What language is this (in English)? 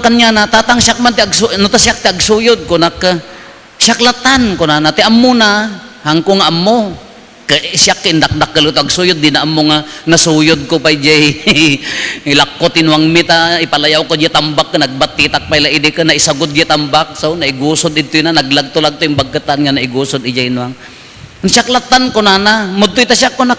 Iloko